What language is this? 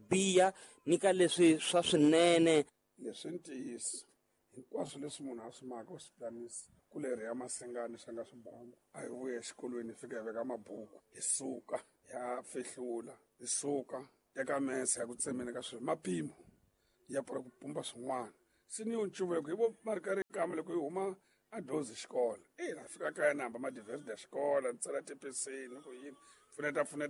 Tsonga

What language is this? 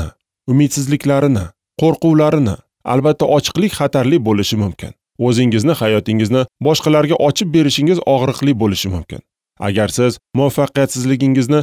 Uzbek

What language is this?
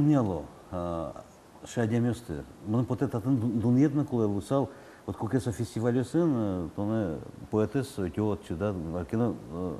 Udmurt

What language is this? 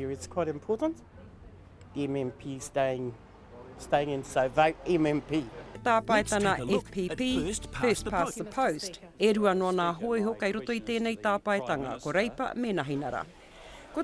Māori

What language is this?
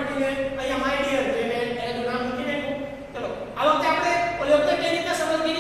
Gujarati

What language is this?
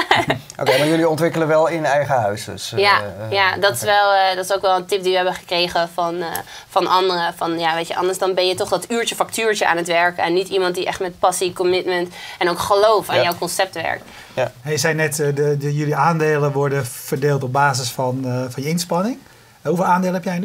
Dutch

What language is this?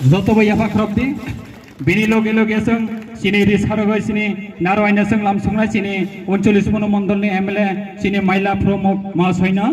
Kok Borok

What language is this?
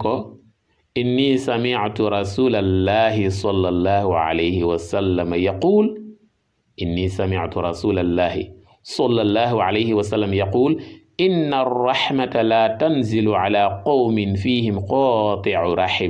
Wolof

